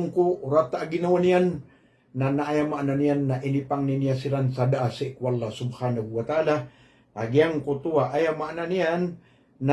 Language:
Maranao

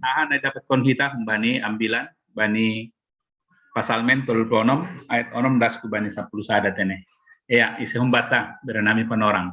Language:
Batak Simalungun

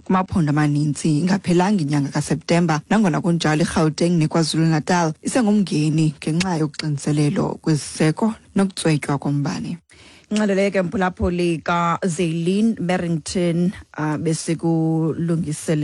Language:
Xhosa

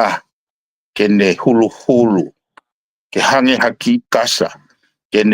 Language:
Tongan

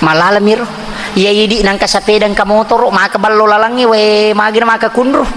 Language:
Buginese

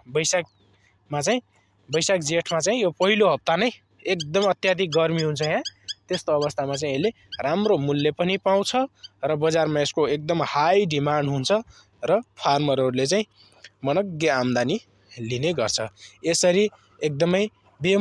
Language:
Nepali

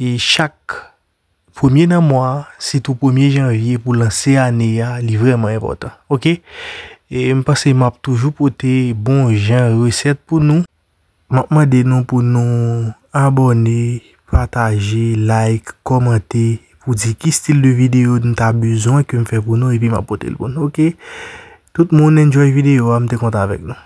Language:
Haitian Creole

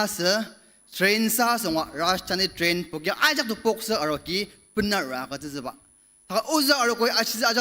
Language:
Ao Naga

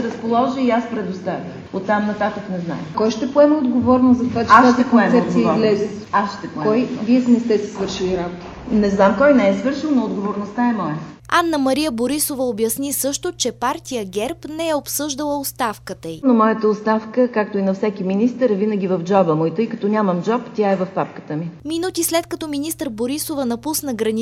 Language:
Bulgarian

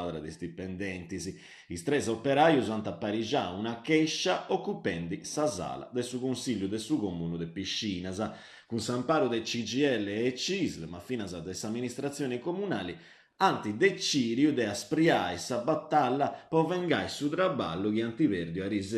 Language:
Sardinian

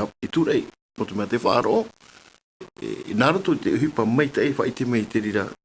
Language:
Tahitian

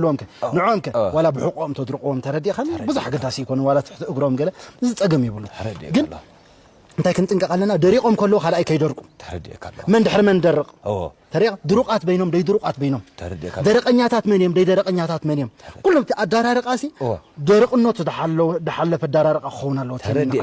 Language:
Tigrinya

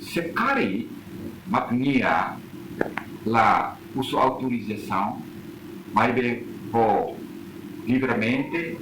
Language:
Tetum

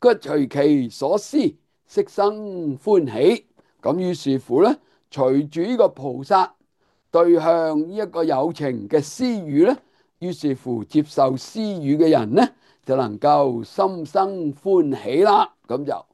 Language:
Cantonese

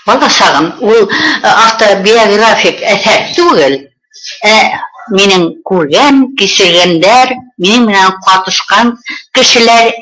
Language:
Bashkir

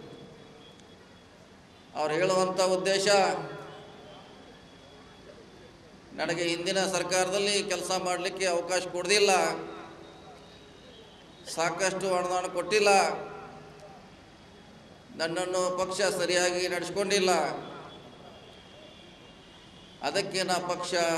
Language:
Kannada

